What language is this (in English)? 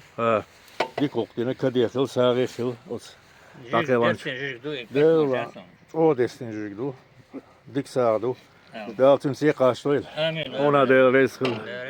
Chechen